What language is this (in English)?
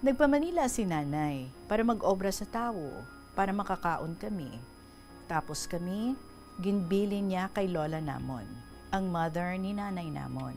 Hiligaynon